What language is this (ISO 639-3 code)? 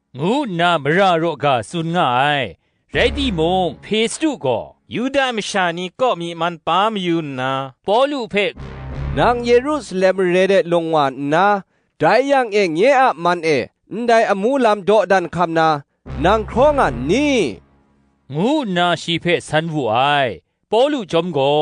kac